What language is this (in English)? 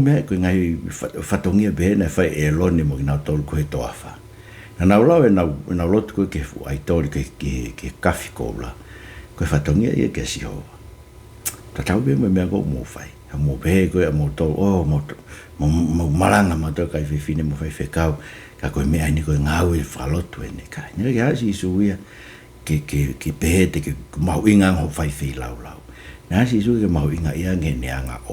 Tongan